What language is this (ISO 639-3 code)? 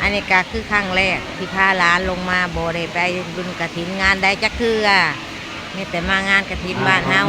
tts